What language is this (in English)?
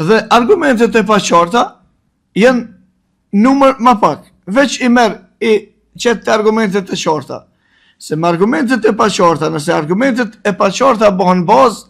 Albanian